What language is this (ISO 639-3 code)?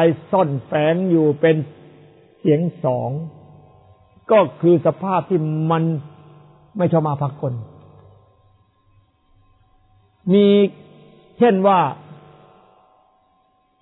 tha